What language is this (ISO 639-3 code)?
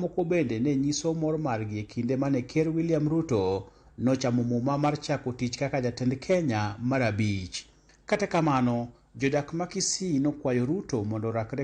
luo